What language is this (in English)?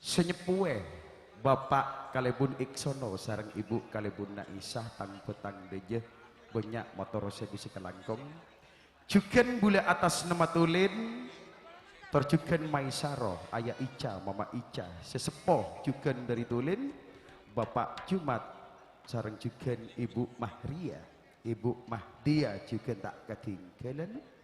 Madurese